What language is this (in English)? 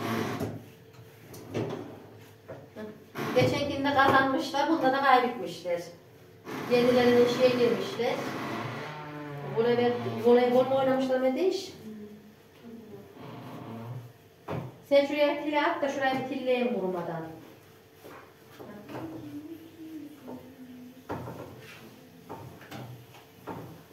Turkish